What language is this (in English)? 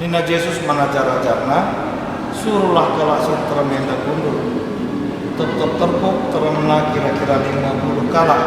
Batak Karo